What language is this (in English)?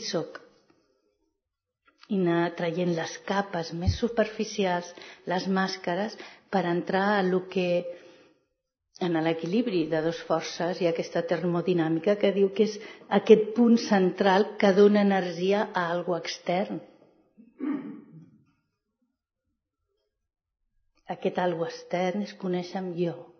Catalan